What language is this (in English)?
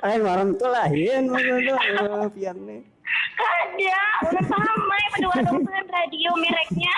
Banjar